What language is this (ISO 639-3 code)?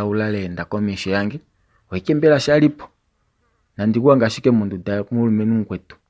kua